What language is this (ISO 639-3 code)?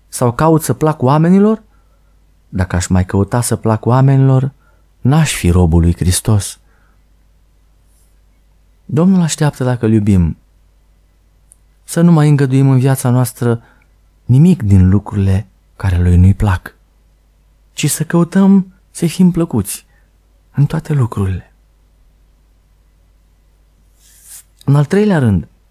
ron